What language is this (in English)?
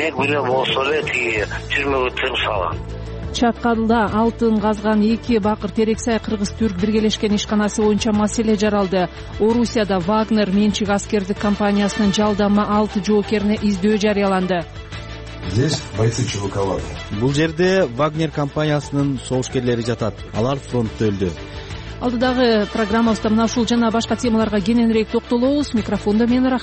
Kyrgyz